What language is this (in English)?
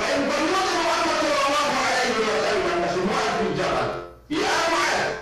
Yakan